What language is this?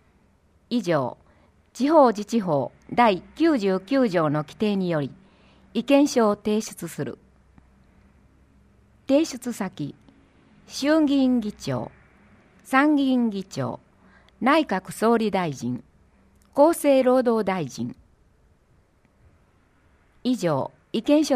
Japanese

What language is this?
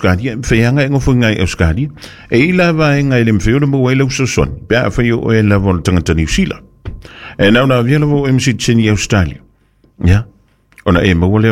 Samoan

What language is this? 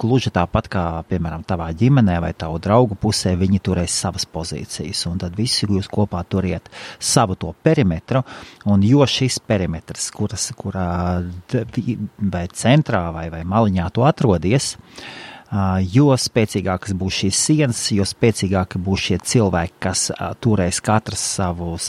Latvian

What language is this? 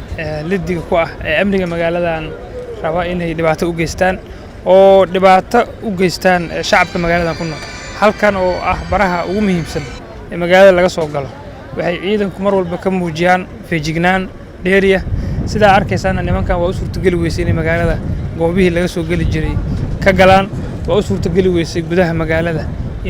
Somali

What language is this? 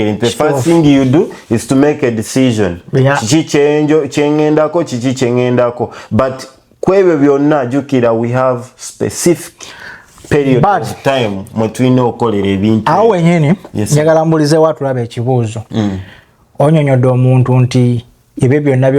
Ganda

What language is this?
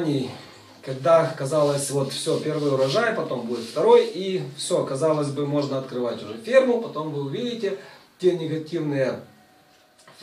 Russian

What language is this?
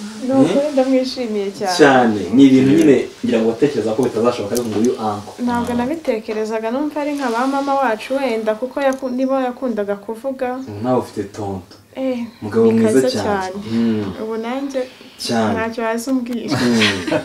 Kinyarwanda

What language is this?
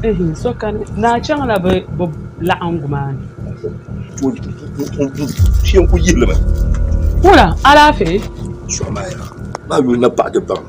Dagbani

